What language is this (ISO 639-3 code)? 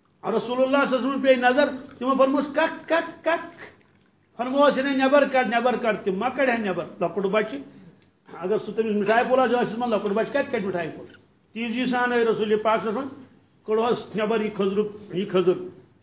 kas